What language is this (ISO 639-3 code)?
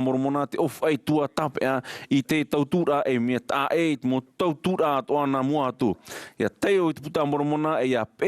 tah